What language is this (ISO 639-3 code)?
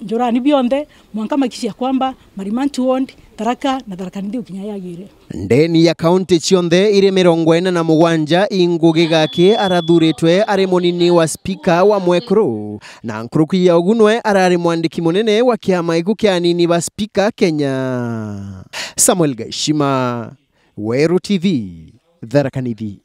mer